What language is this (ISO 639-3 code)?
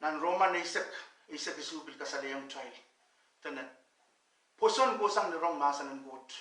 pon